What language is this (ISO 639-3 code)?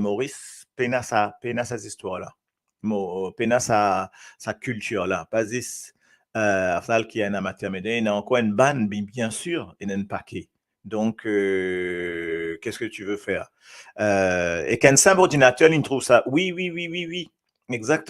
mfe